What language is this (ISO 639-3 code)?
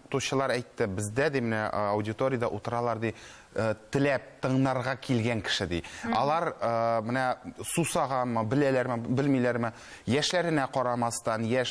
tat